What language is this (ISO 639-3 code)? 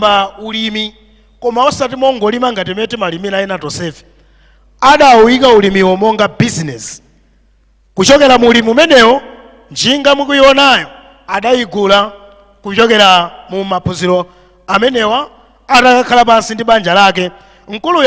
nya